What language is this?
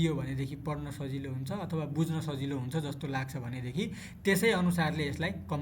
Nepali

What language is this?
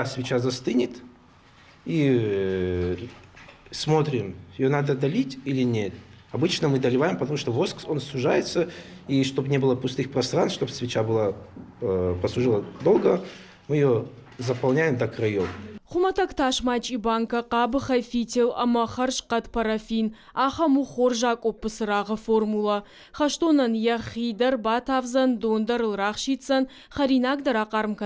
Ossetic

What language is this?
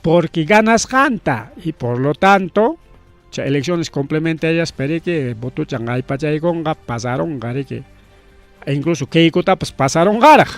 Ayacucho Quechua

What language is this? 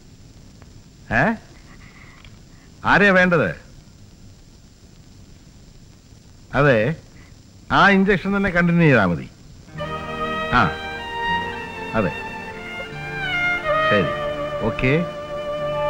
Malayalam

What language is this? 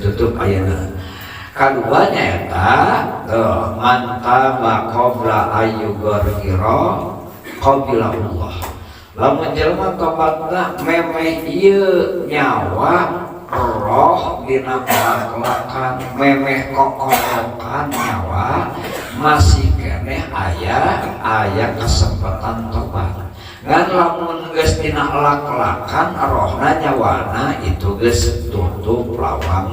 Sundanese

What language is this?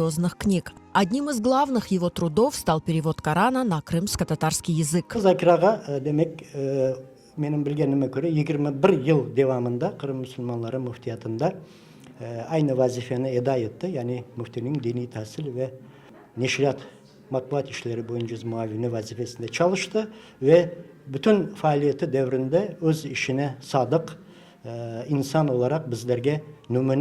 Crimean Tatar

